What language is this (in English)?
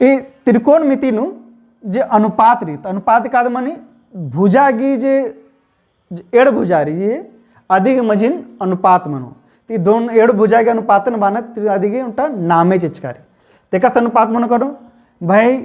Kurukh